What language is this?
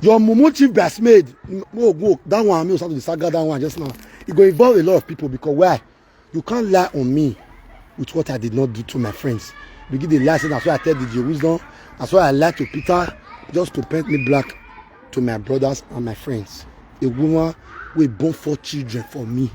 Nigerian Pidgin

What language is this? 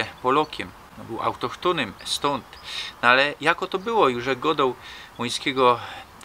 Silesian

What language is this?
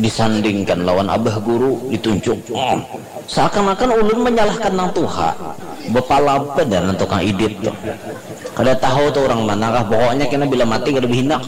Banjar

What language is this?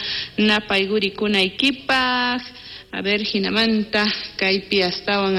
South Bolivian Quechua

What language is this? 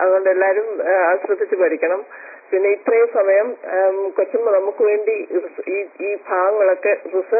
Malayalam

